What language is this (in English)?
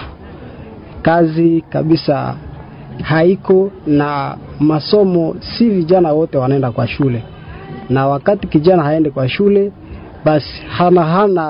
Swahili